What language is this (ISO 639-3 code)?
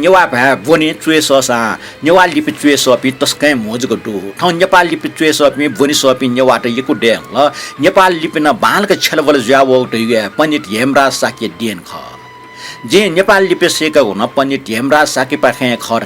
new